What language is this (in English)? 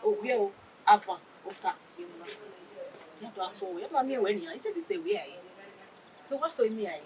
Bini